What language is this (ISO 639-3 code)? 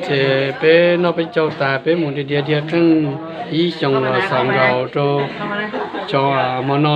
hmn